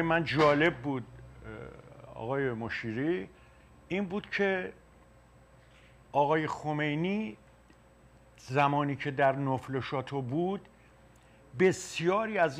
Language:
Persian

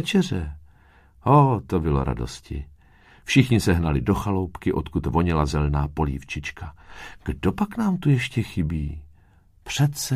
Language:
Czech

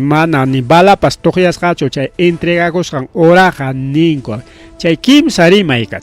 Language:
Ayacucho Quechua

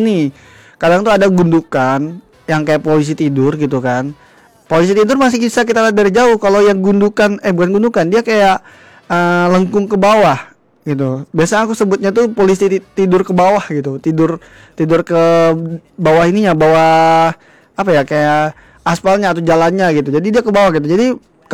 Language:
Indonesian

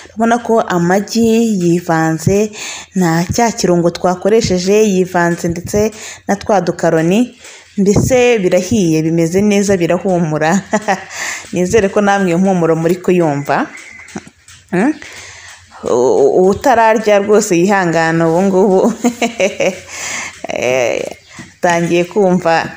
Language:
Kinyarwanda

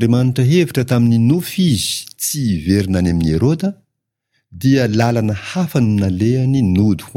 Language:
Malagasy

